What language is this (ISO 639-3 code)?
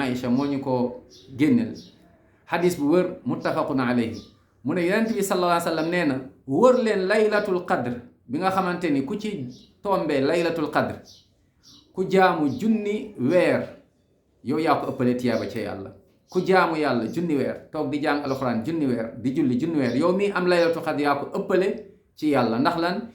wol